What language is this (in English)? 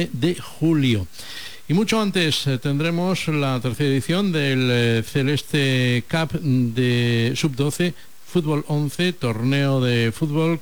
Galician